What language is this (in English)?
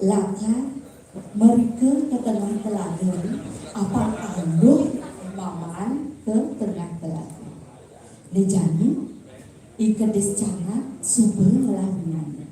Balinese